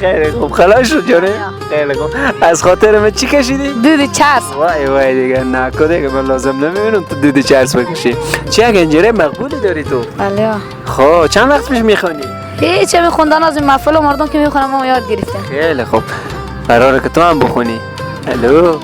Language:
Persian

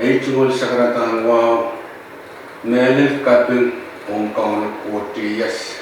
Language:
Pohnpeian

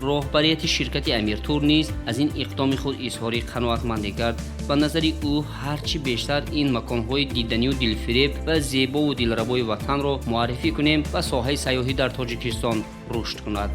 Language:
Tajik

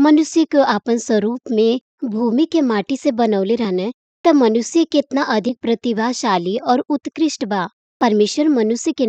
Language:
Bhojpuri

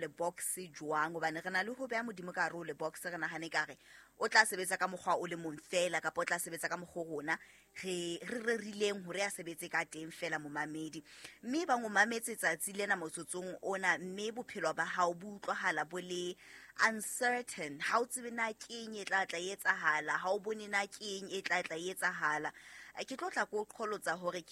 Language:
Southern Sotho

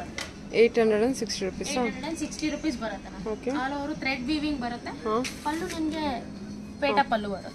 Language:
Kannada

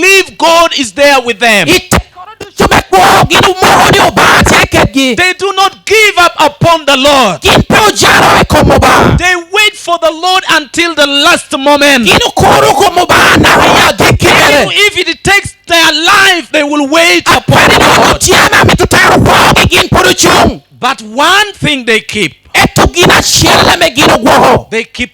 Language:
Lango (Uganda)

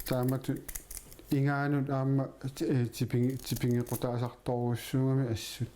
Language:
Kalaallisut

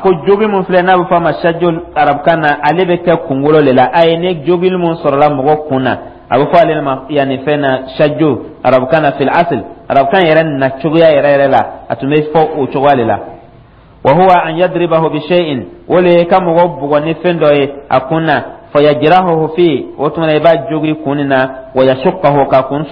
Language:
Dyula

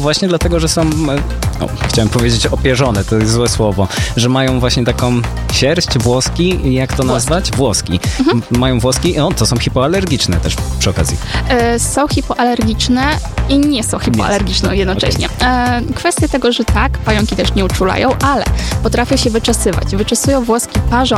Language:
Polish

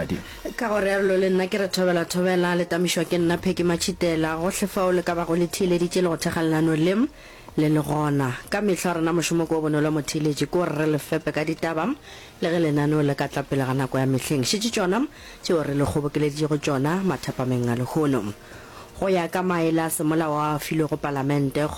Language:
Northern Sotho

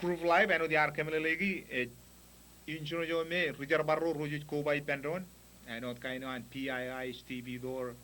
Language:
Marshallese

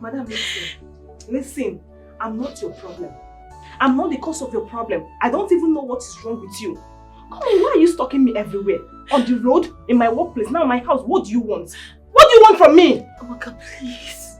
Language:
Nigerian Pidgin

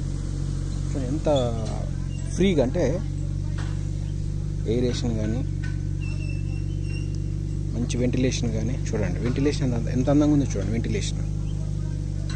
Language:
Telugu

